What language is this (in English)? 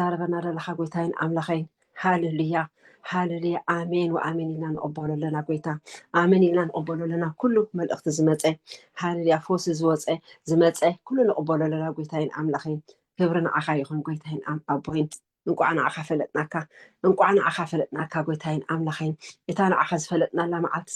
Tigrinya